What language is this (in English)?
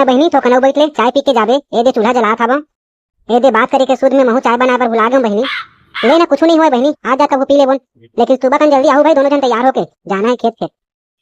Chhattisgarhi